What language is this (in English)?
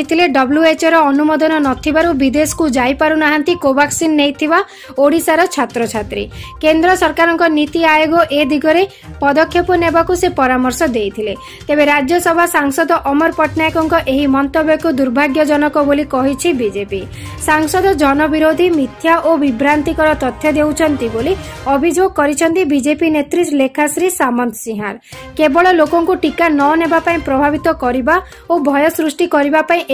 Odia